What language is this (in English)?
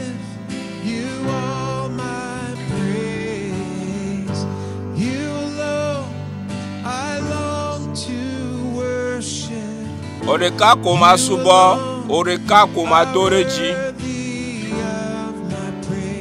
Ewe